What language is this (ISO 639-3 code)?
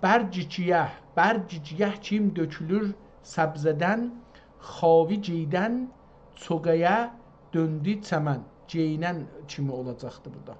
azb